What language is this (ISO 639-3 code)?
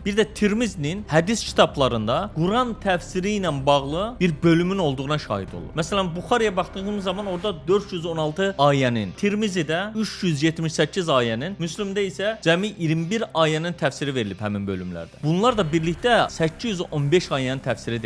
aze